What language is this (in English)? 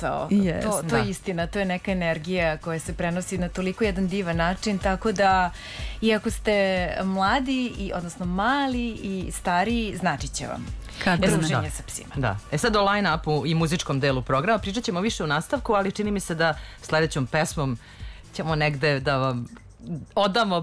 Serbian